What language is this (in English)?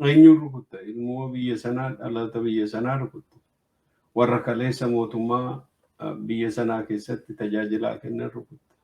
Oromo